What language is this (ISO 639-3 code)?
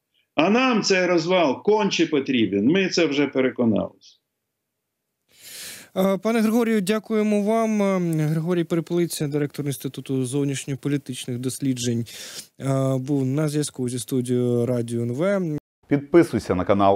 ukr